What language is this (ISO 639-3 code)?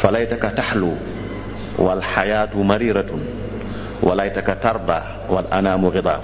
wol